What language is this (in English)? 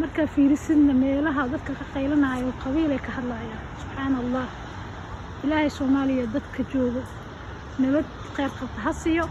Somali